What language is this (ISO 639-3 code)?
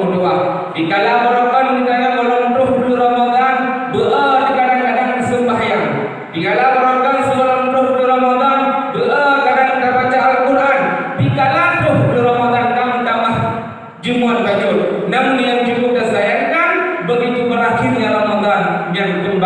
ace